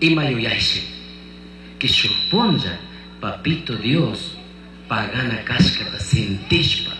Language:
Chimborazo Highland Quichua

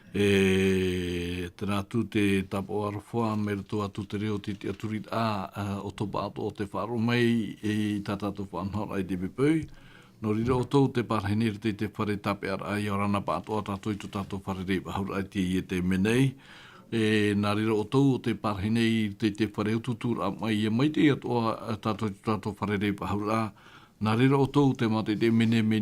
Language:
Tahitian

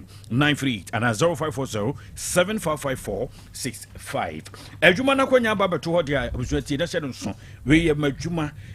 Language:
Akan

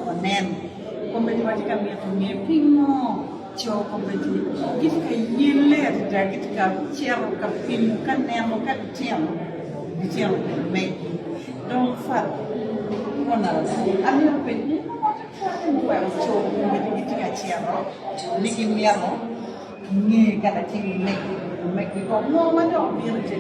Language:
Acoli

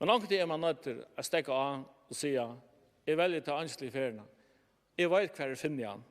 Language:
Faroese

